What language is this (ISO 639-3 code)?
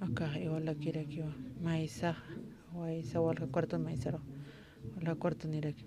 aym